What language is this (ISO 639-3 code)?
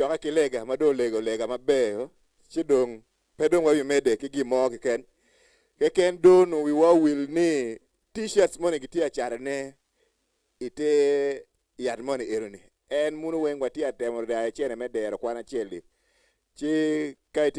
ach